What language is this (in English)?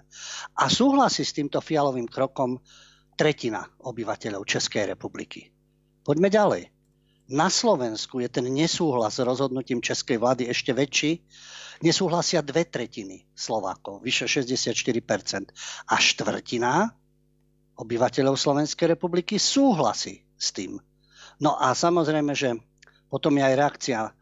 Slovak